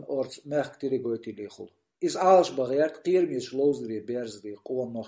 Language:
Chechen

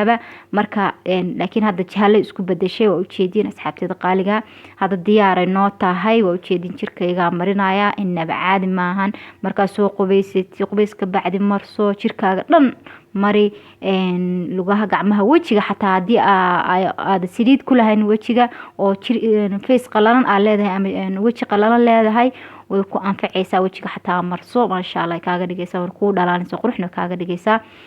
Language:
Somali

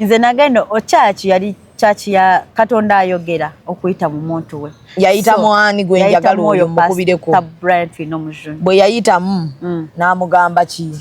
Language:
Ganda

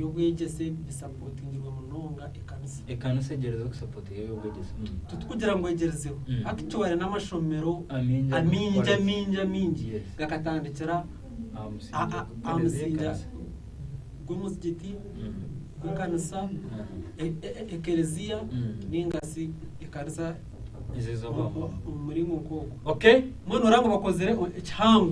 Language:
Nyankole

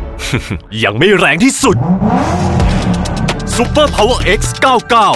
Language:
Thai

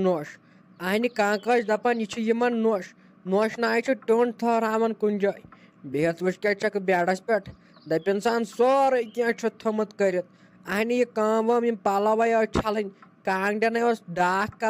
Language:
Kashmiri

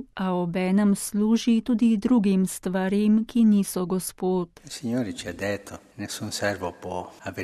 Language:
Slovenian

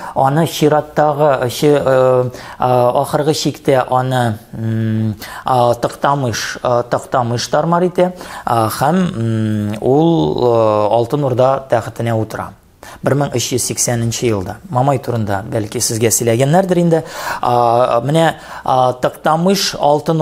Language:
Tatar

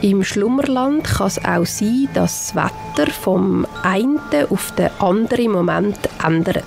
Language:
Swiss German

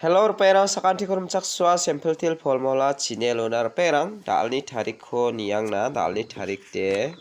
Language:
Garo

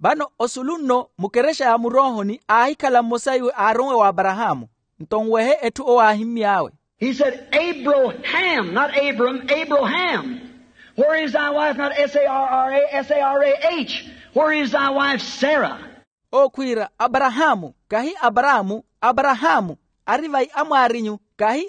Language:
Makhuwa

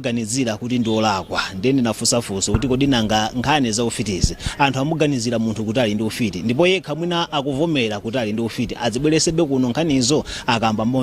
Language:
Nyanja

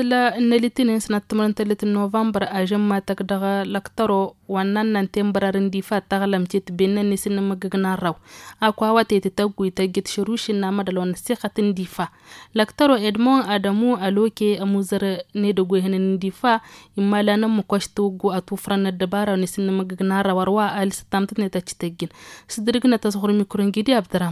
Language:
Tamasheq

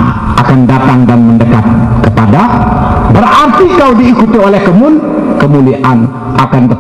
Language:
Sasak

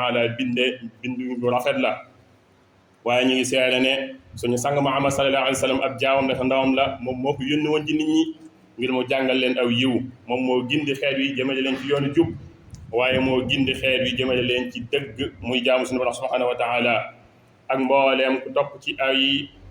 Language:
Wolof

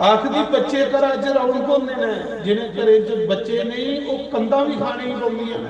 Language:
Dogri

